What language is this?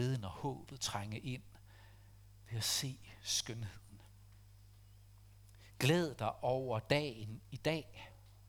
Danish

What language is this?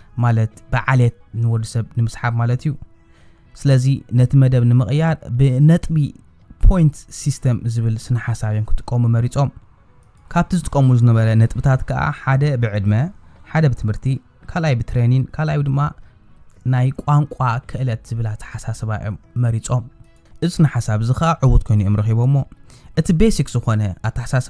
Tigrinya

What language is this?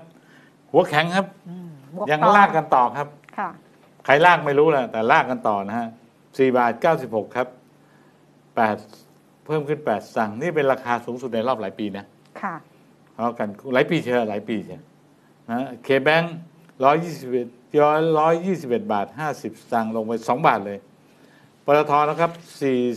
Thai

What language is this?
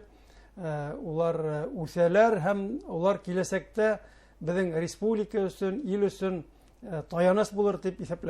Bashkir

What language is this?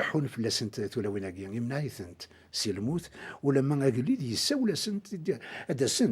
Kabyle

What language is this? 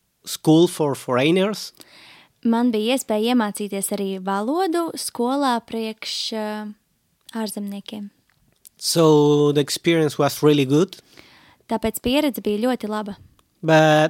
Latvian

